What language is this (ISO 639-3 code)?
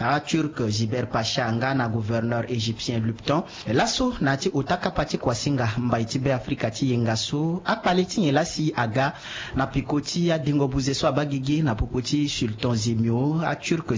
sag